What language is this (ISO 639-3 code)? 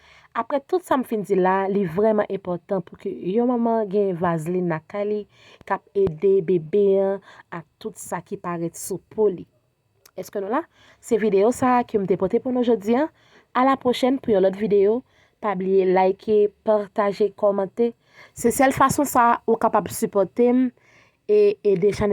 hat